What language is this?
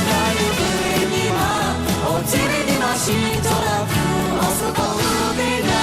Lahu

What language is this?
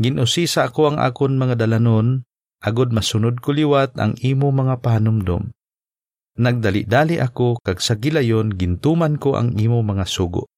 Hiligaynon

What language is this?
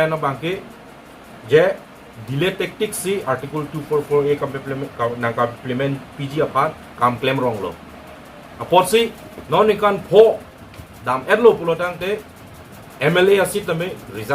Karbi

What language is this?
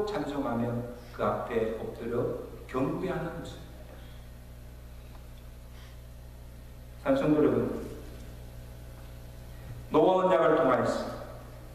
Korean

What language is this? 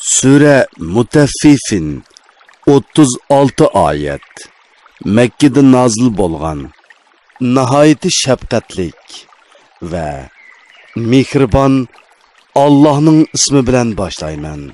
Uyghur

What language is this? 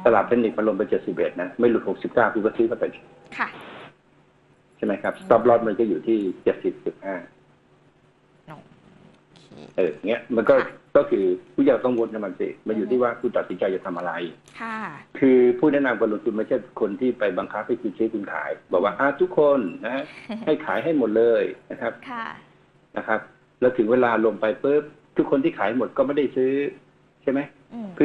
Thai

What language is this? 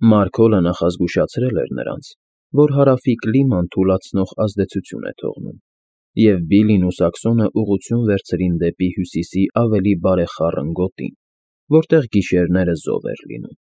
Armenian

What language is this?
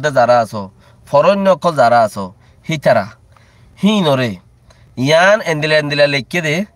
Rohingya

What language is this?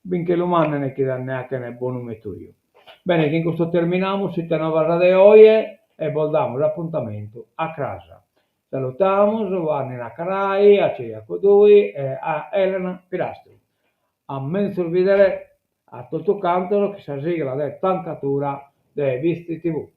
Sardinian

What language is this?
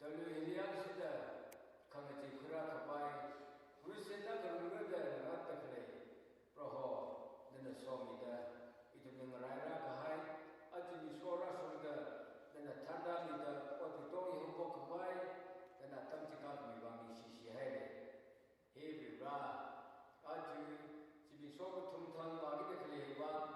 Tangkhul Naga (India)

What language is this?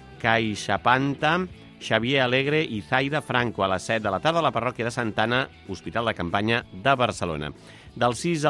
Catalan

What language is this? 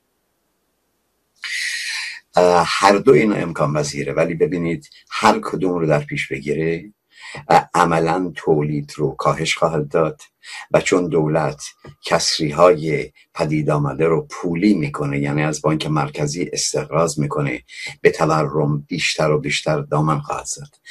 Persian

